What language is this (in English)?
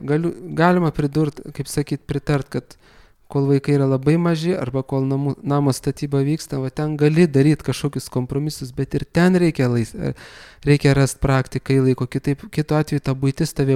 Lithuanian